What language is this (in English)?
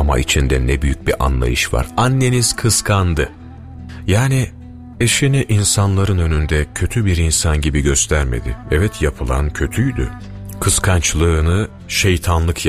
Turkish